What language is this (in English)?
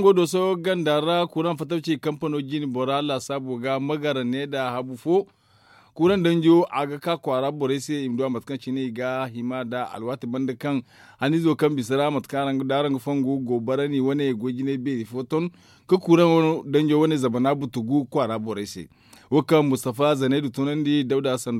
Zarma